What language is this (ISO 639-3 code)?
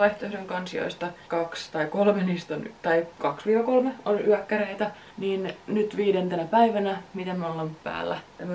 fin